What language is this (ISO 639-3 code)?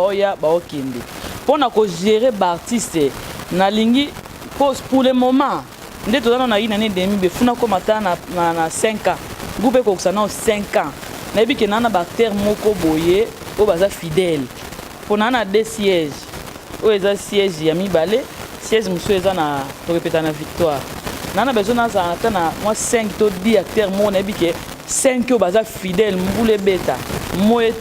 lin